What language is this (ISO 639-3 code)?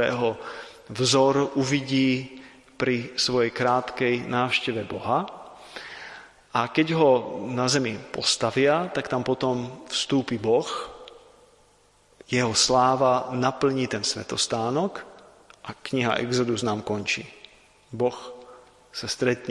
slk